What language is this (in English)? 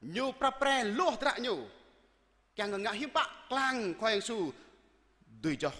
Jarai